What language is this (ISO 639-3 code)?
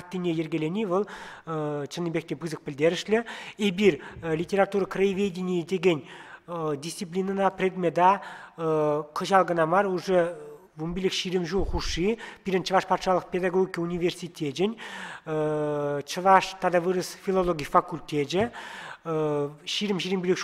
chv